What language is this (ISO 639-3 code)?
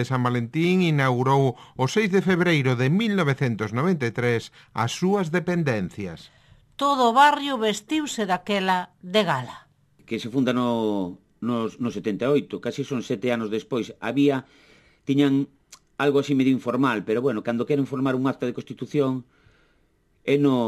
glg